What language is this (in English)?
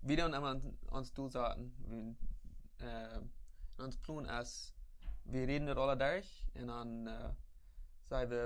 Plautdietsch